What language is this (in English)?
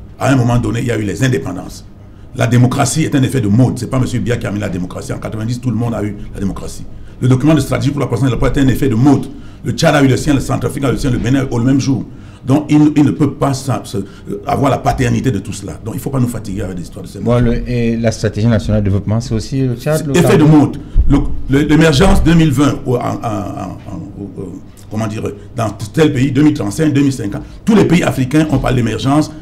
French